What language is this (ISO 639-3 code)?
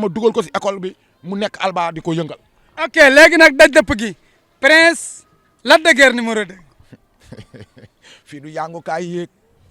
wol